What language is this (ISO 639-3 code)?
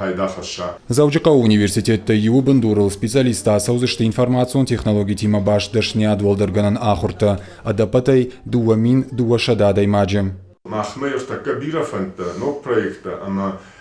oss